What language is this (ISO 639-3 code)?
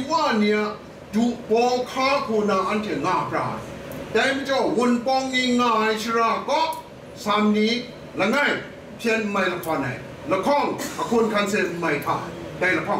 kac